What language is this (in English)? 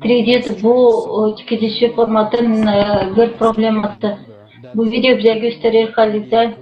Gagauz